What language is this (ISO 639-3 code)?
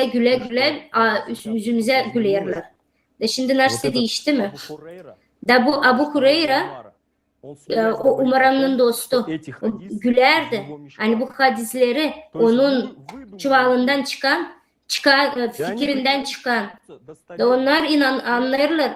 gag